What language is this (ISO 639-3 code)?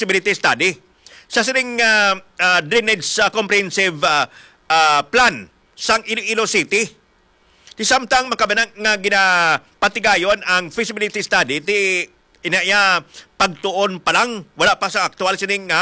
hil